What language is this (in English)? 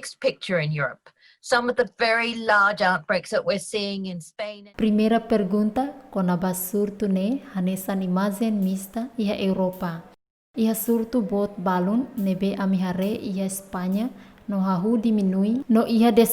Tetum